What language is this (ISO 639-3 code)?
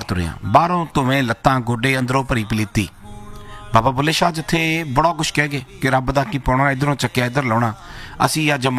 pan